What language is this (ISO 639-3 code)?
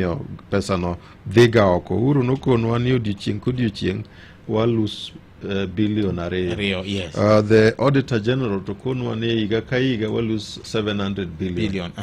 luo